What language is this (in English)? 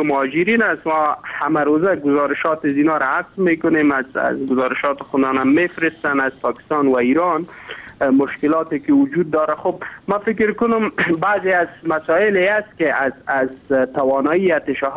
Persian